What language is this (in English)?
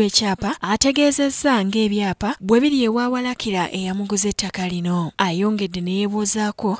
Ganda